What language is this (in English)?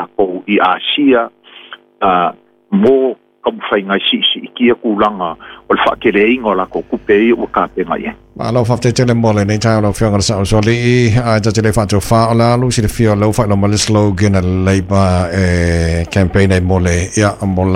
Samoan